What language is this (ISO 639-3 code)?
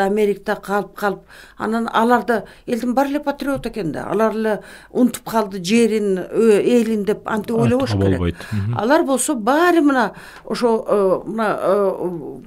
kir